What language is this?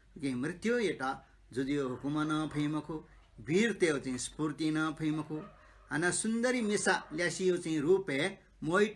Newari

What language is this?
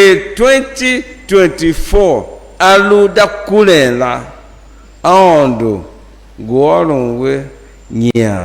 Tiv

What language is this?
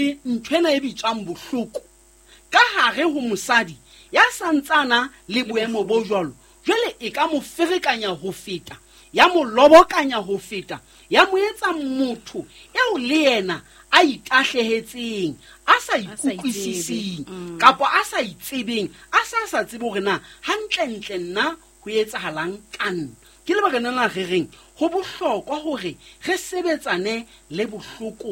Southern Sotho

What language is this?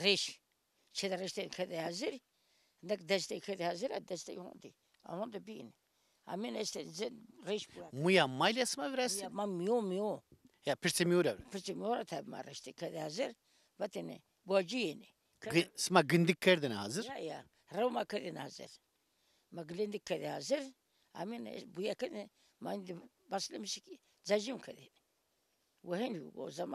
Zaza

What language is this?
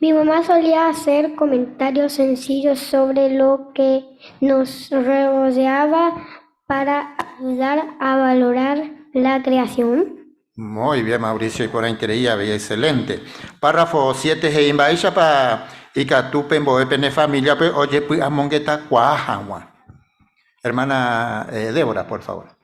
Guarani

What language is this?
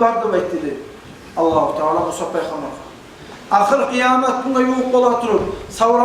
Kumyk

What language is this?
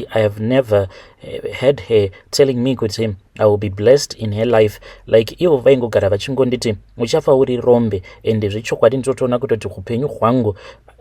Shona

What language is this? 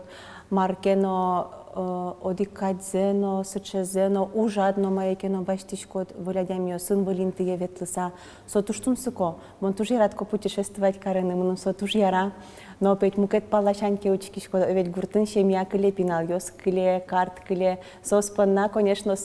Udmurt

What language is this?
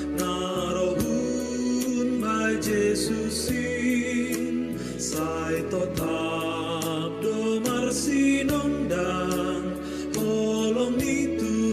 Batak Simalungun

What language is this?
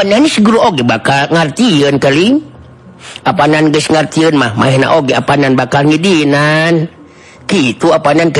Sundanese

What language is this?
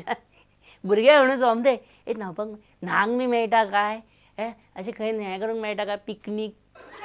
Konkani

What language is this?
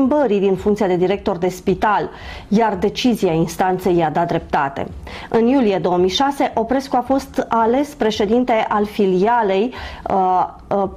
Romanian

